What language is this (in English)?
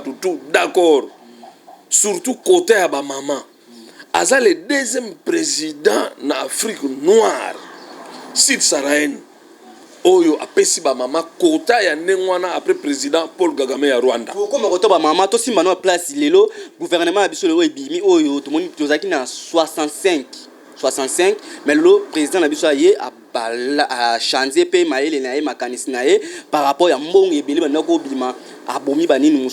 Lingala